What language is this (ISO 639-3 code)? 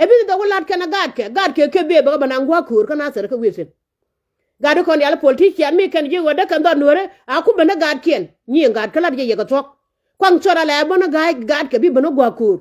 nus